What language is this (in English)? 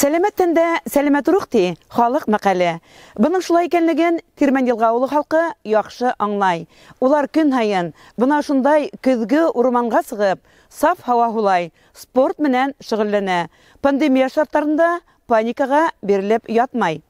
Bashkir